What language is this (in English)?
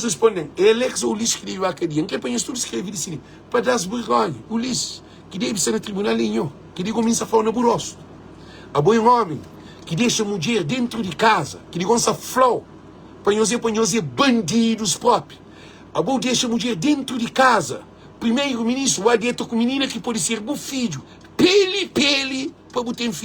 Kabuverdianu